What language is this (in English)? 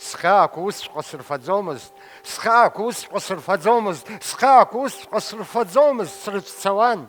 Abkhazian